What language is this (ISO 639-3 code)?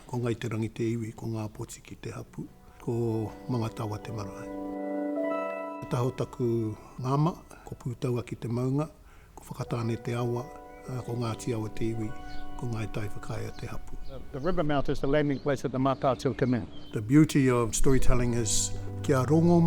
mri